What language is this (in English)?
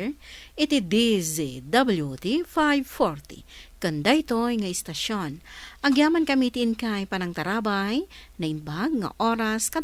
Iloko